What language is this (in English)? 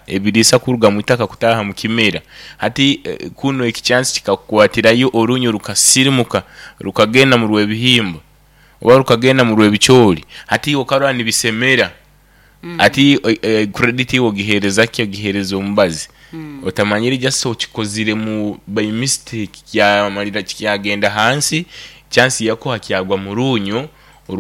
Nyoro